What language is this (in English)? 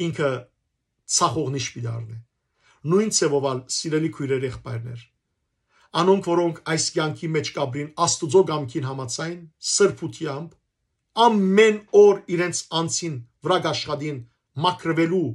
Western Armenian